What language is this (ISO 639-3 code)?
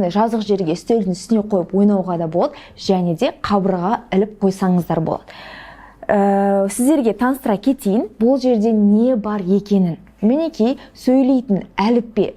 kaz